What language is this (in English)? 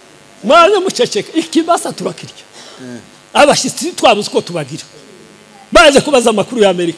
Kinyarwanda